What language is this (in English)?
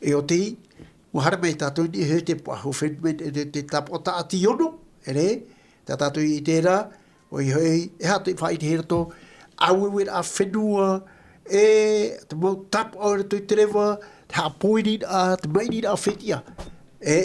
Tahitian